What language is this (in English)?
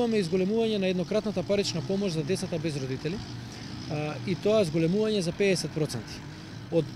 Macedonian